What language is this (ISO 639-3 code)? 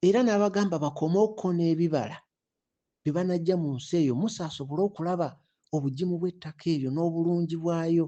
lug